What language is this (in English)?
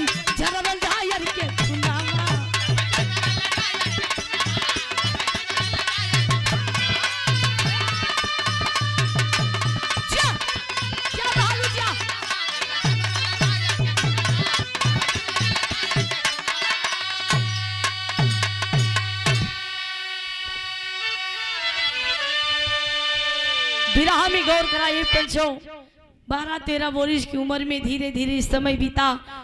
Bhojpuri